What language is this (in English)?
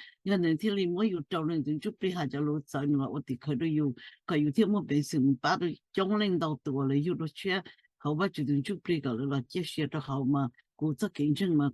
Hmong